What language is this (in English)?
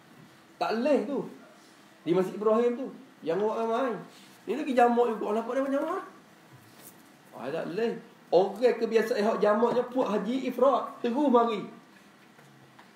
Malay